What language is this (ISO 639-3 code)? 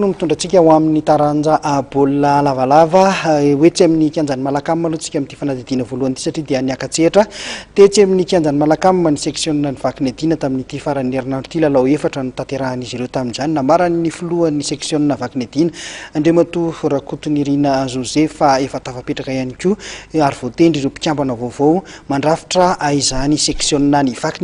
mlg